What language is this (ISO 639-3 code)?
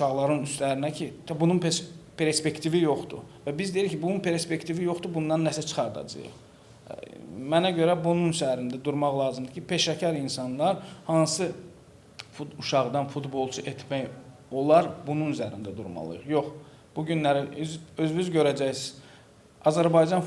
aze